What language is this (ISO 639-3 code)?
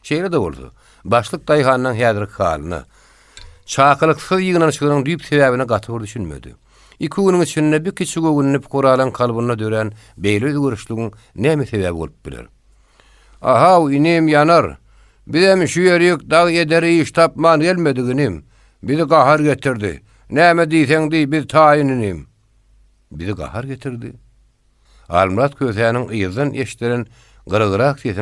tuk